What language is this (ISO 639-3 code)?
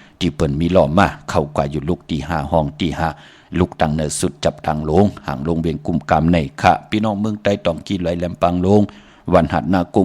shn